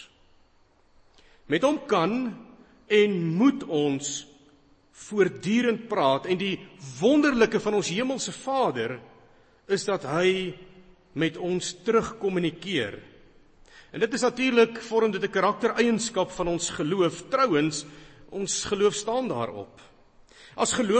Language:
Afrikaans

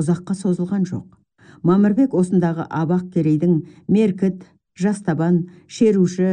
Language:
Kazakh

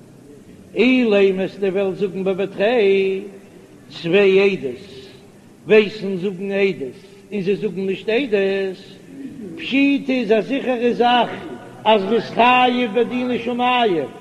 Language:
Yiddish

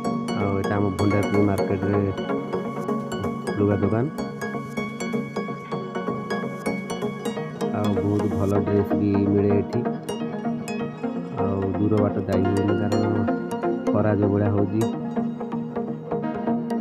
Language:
Odia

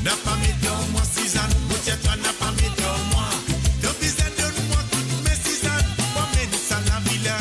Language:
Morisyen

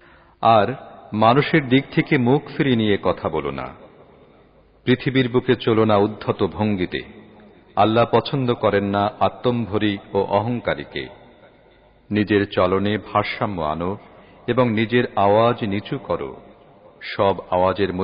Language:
Bangla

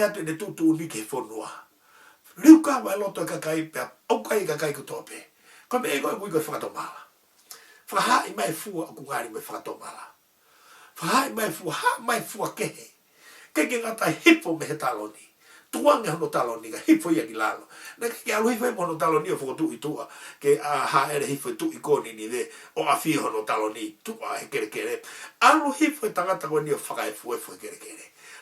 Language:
Tongan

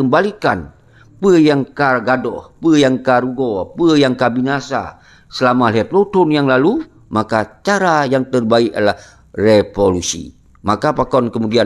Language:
Achinese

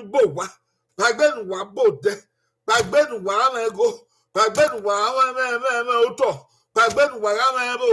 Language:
Bini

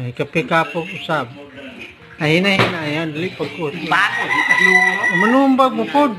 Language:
Cebuano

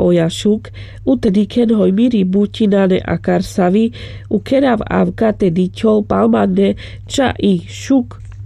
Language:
Carpathian Romani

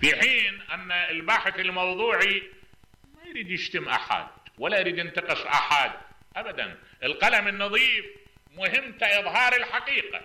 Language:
Mesopotamian Arabic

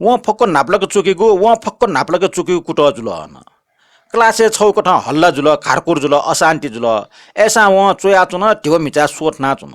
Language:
Newari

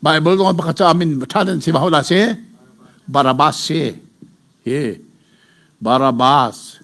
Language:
Hakha Chin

